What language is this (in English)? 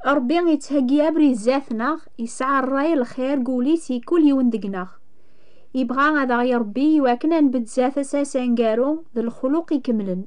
Kabyle